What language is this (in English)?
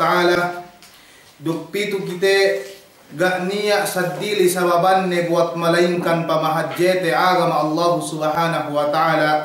Yakan